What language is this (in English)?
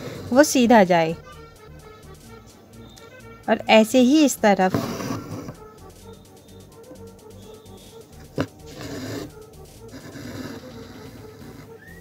Hindi